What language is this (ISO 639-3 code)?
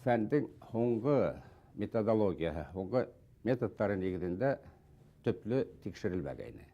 bak